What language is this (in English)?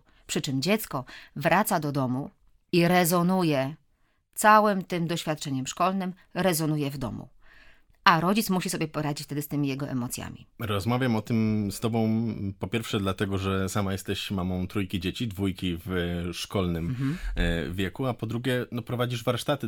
Polish